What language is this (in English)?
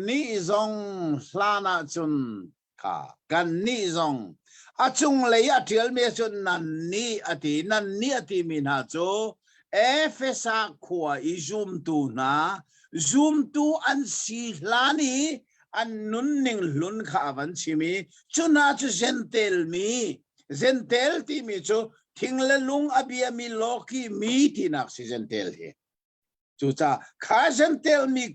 Hakha Chin